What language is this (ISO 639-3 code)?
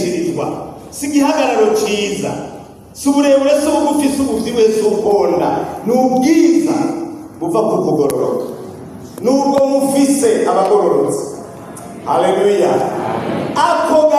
run